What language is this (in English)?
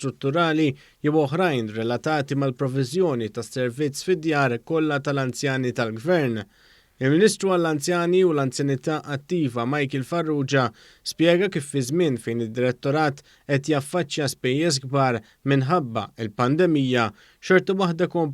Maltese